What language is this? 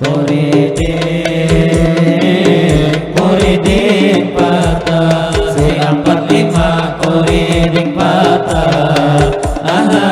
Banjar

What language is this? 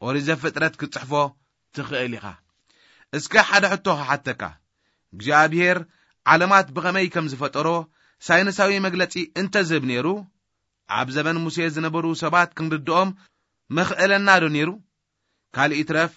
Tigrinya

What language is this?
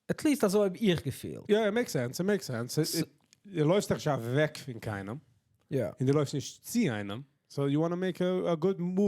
Yiddish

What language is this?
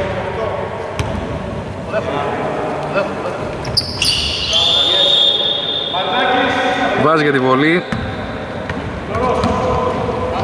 Greek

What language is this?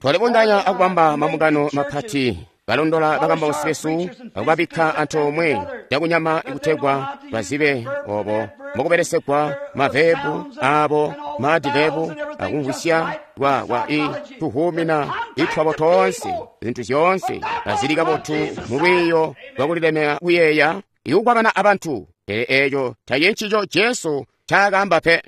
Tonga (Zambia)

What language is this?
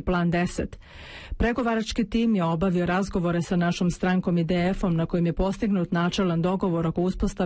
Bosnian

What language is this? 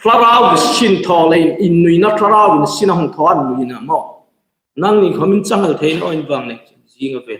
Hmar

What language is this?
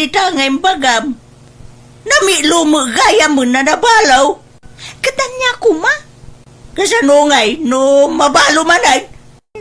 Iloko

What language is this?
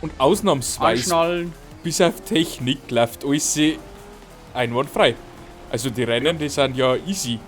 Bavarian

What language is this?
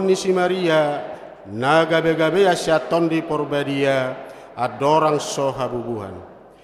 Batak Toba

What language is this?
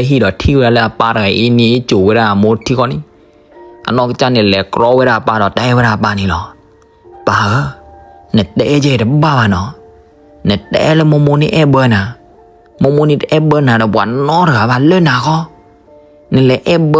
S'gaw Karen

